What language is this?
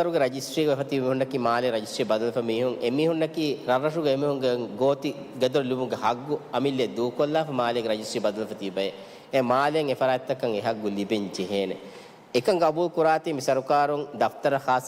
Divehi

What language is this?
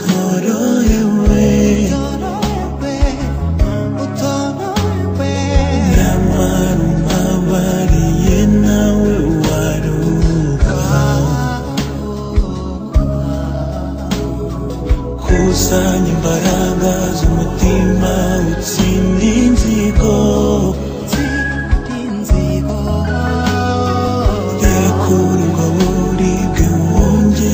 Kinyarwanda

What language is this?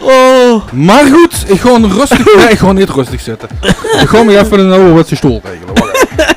Limburgish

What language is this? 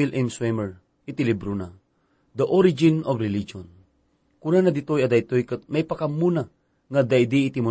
Iloko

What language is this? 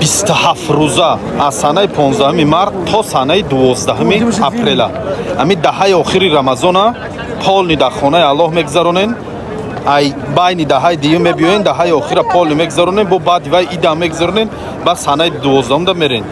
Tajik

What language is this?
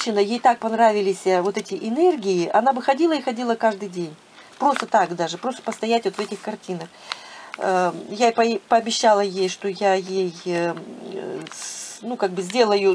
Russian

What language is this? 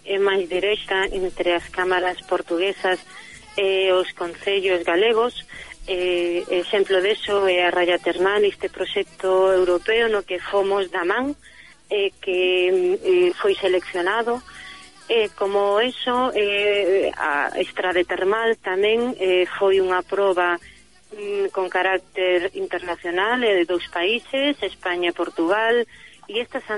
Galician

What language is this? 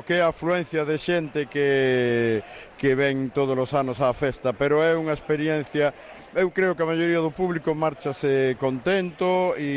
Galician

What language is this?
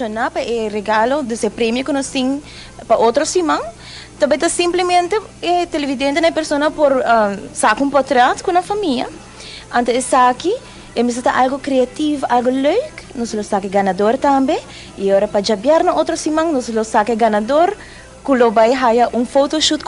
Papiamento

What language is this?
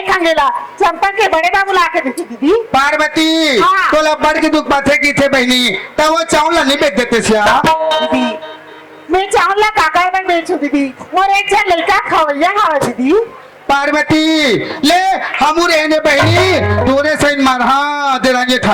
Chhattisgarhi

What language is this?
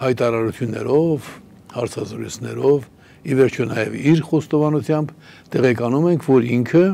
Armenian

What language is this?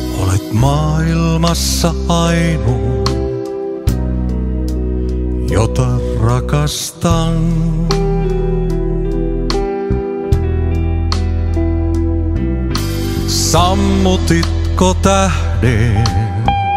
Finnish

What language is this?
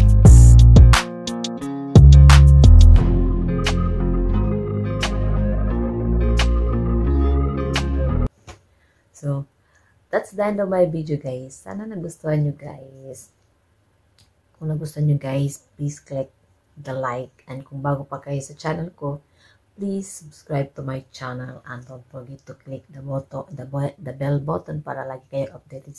Filipino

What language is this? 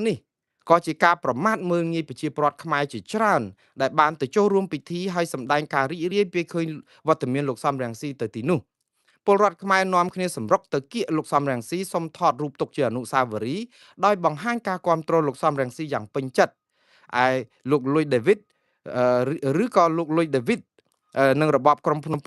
Khmer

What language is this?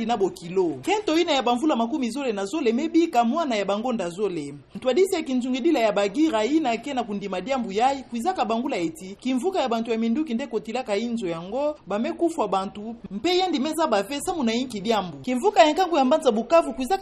Kituba (Democratic Republic of Congo)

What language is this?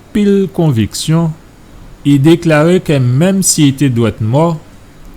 Guadeloupean Creole French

